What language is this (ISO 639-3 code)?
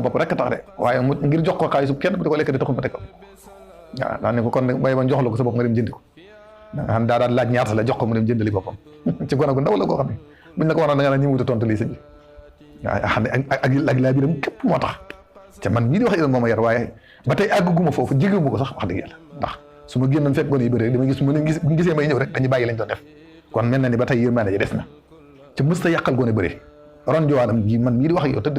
wol